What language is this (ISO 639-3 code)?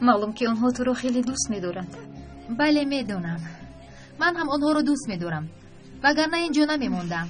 tgk